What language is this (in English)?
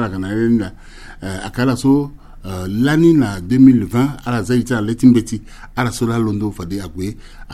Sango